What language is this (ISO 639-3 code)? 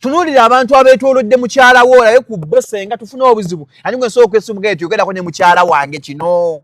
lug